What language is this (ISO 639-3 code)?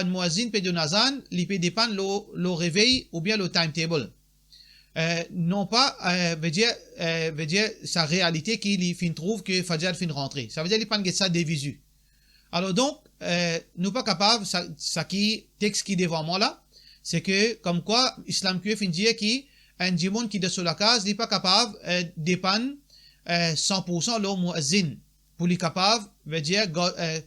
mfe